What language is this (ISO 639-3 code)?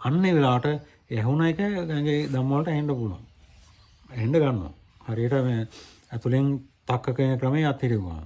sin